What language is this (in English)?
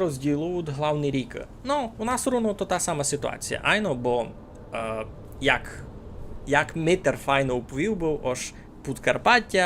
Rusyn